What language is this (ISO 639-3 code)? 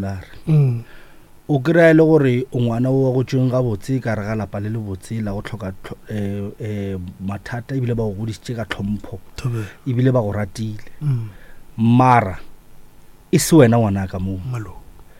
nso